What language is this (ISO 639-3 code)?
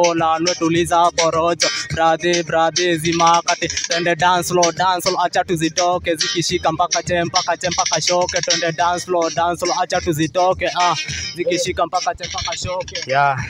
swa